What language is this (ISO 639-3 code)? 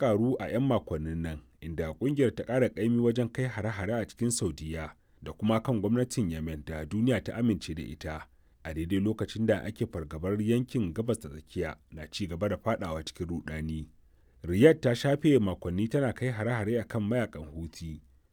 hau